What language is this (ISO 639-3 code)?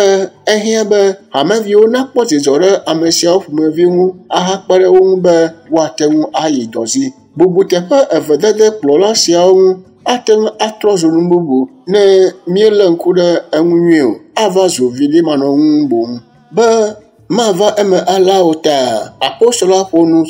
ewe